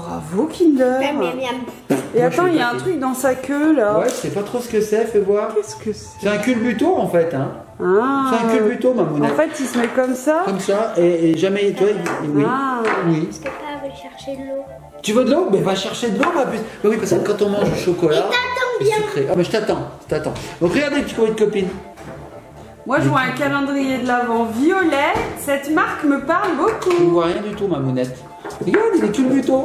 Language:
French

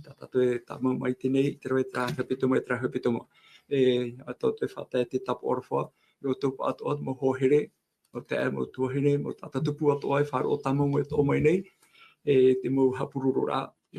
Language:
Tahitian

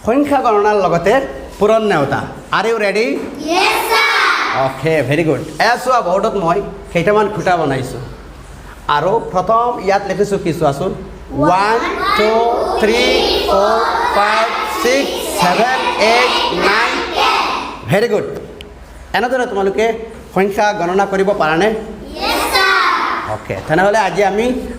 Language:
Assamese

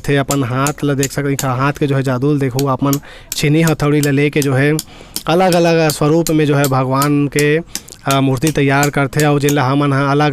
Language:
Chhattisgarhi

